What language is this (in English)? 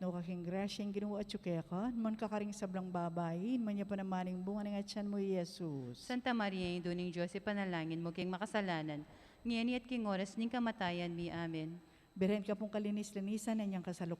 Pampanga